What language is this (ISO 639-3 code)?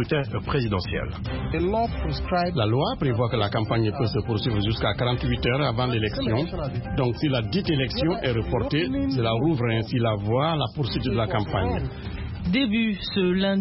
fra